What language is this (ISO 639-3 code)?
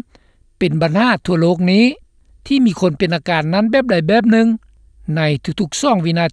lao